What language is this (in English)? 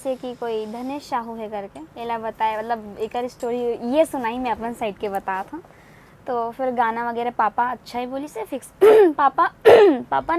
Chhattisgarhi